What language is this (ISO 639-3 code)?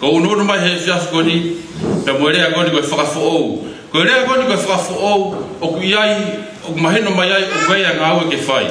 ton